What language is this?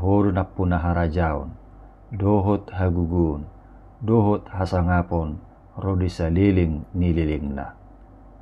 Batak Toba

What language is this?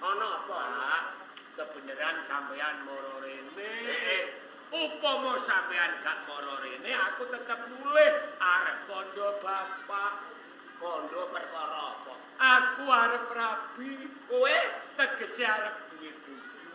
Javanese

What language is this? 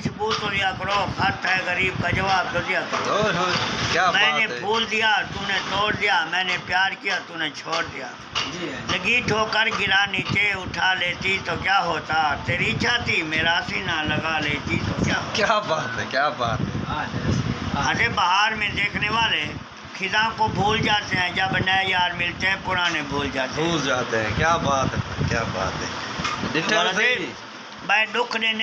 Saraiki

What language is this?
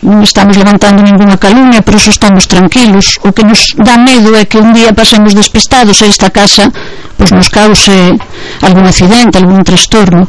Galician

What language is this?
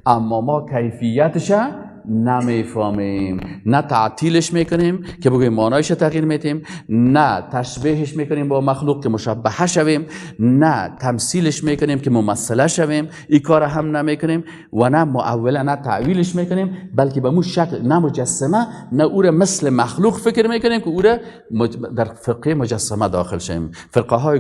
Persian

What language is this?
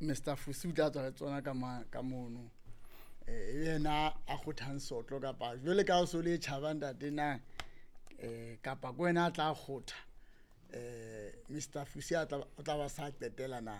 Southern Sotho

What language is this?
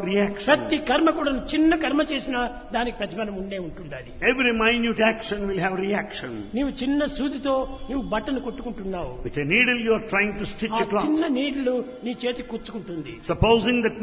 Telugu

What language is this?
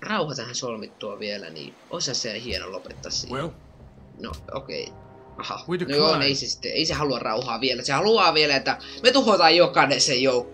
Finnish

